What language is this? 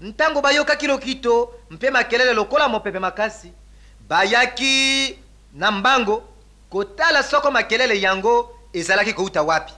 Lingala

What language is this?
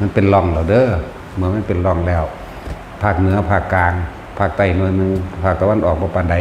Northeastern Thai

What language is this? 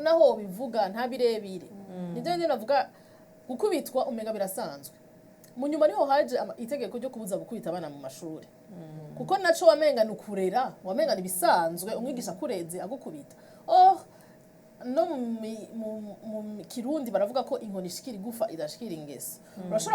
Rundi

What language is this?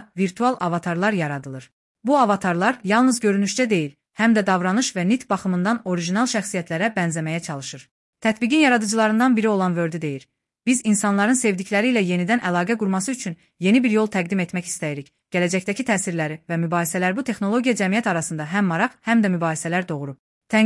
Azerbaijani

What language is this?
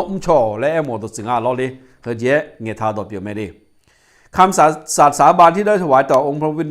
Akha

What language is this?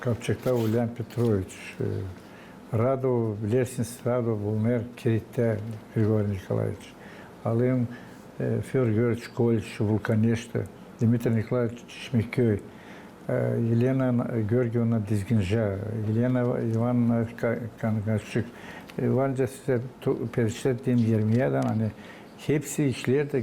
Gagauz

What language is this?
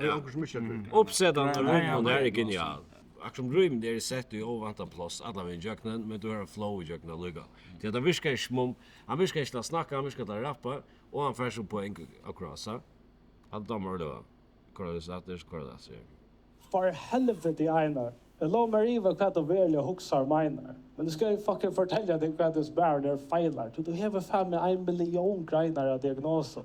Faroese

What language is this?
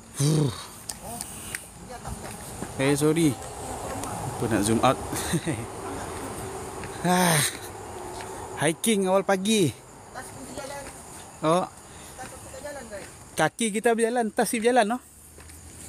Malay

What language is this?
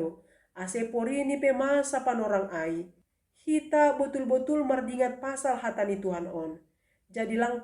Batak Simalungun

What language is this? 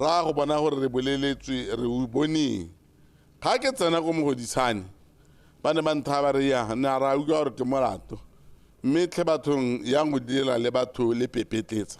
Tswana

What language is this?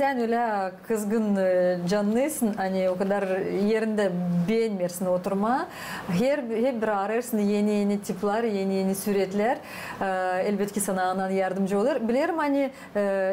Gagauz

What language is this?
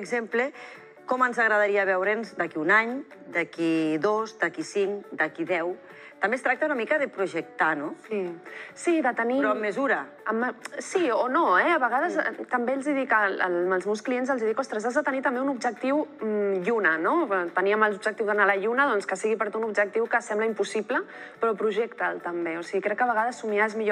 Catalan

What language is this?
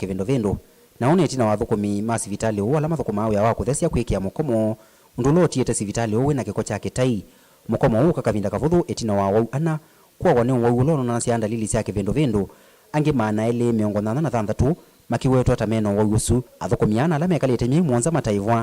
Kamba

